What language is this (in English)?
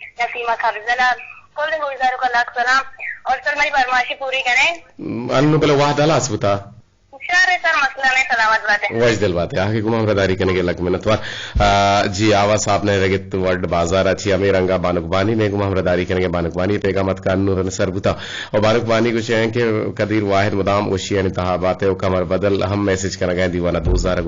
Eastern Balochi